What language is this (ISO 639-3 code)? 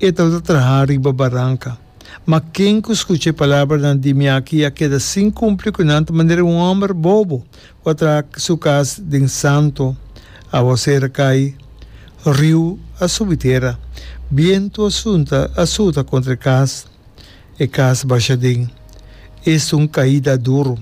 pap